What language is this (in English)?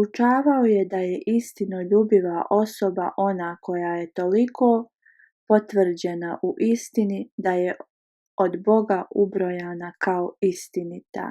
Bosnian